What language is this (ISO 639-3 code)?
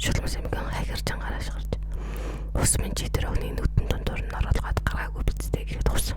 mon